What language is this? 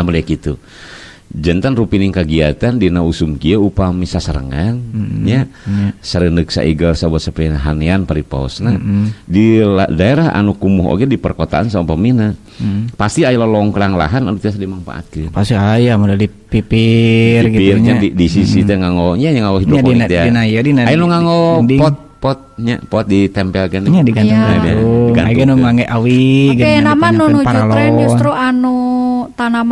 Sundanese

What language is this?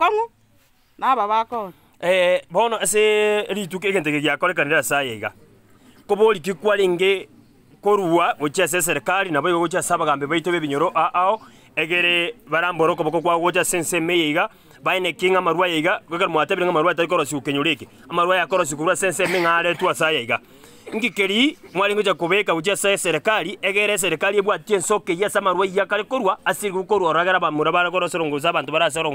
Gusii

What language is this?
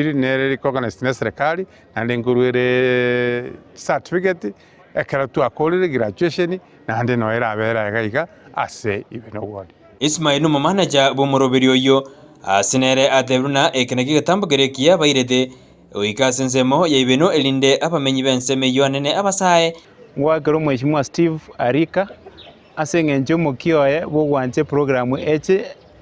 Gusii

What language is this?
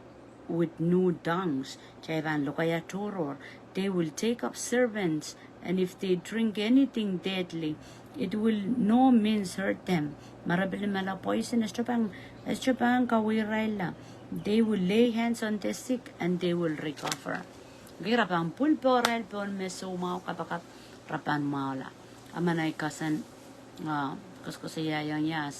Pohnpeian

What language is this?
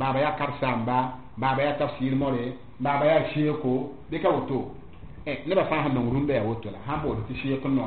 Mossi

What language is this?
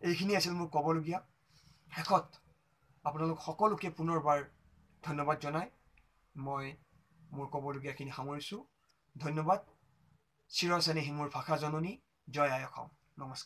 Assamese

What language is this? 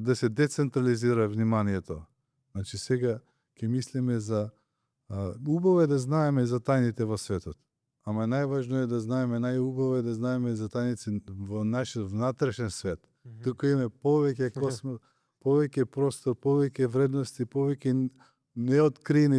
Macedonian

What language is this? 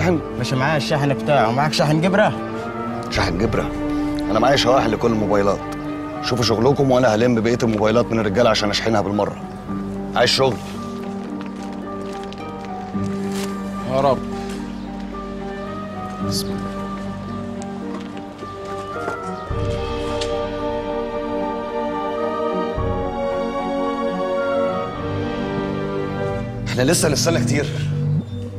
Egyptian Arabic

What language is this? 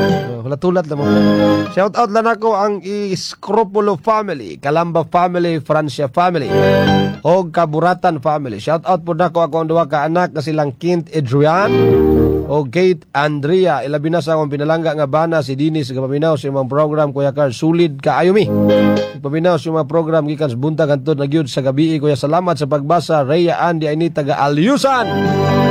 Cebuano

